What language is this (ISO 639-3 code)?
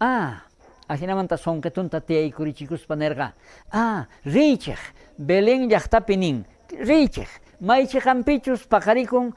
quh